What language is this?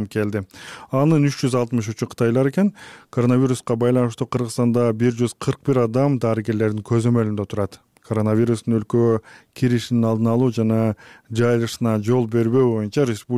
Kyrgyz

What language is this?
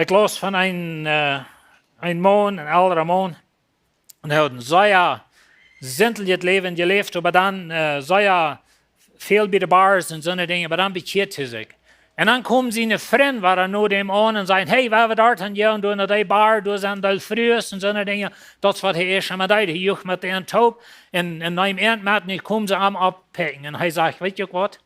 Plautdietsch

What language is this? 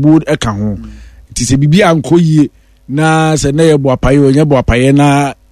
Akan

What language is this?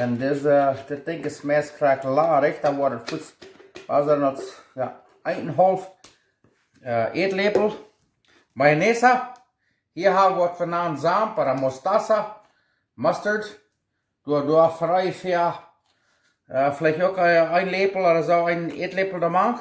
Plautdietsch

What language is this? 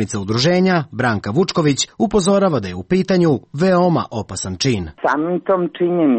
Serbian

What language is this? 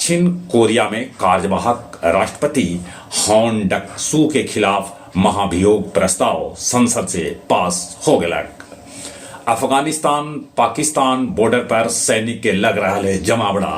Magahi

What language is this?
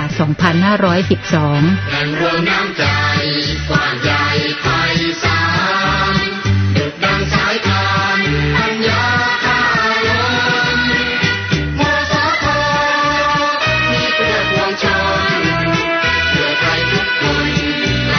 Thai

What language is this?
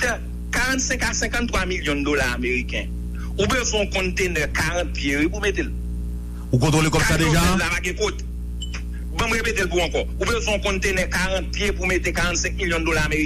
Haitian Creole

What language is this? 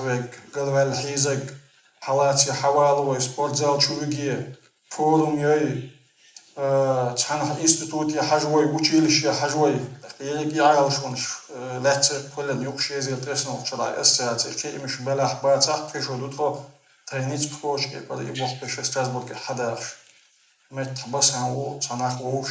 Chechen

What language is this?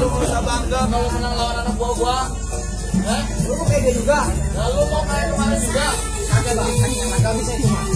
Betawi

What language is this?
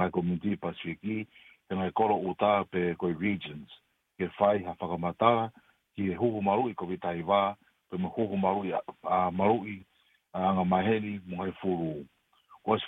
Tongan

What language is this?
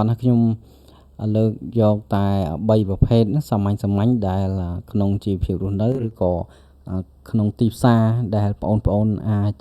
Khmer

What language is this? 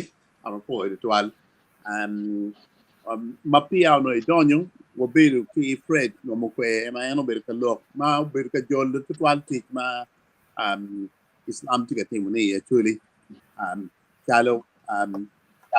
Acoli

